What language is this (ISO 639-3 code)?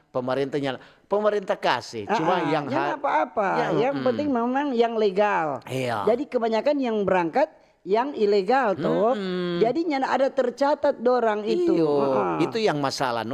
xmm